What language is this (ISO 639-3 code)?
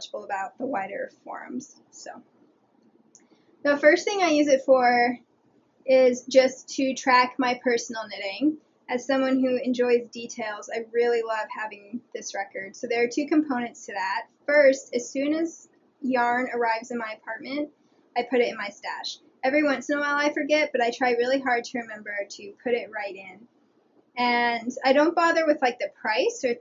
eng